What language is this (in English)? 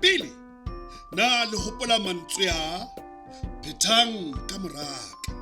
Southern Sotho